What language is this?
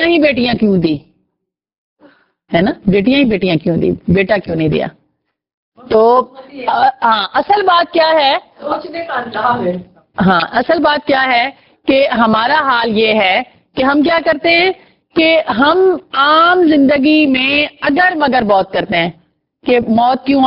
Urdu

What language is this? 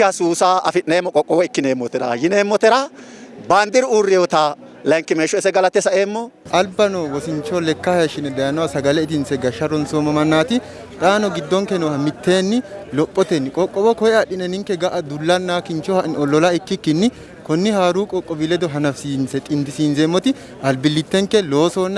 Sidamo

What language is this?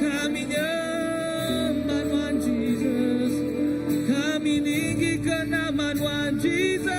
Iban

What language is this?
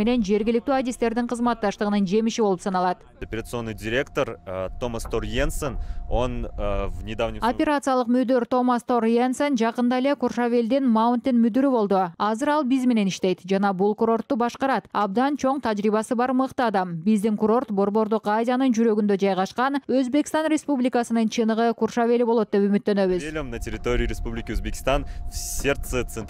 Kyrgyz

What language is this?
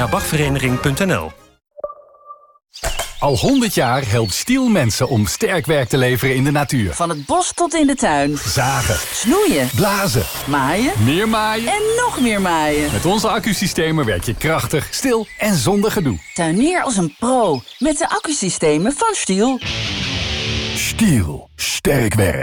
Dutch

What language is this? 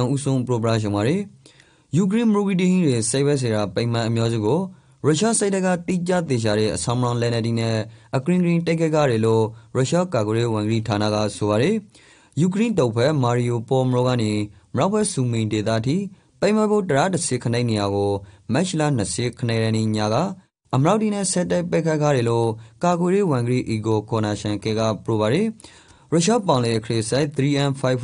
Rakhine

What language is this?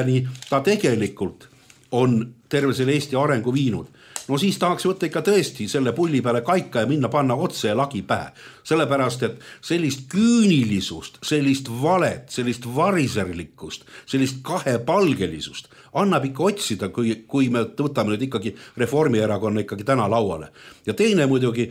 Estonian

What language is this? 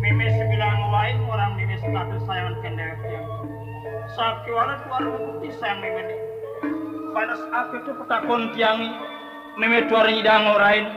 Balinese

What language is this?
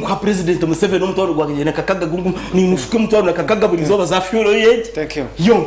Nyankole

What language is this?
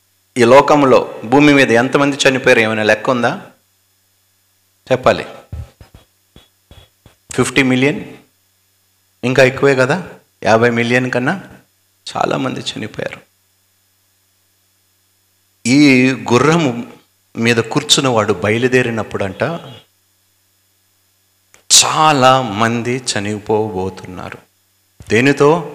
Telugu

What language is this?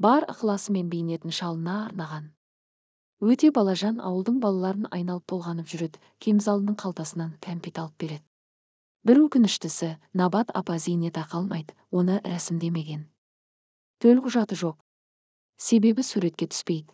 Kazakh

